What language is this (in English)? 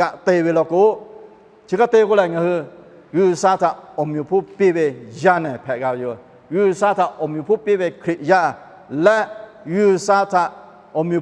Lahu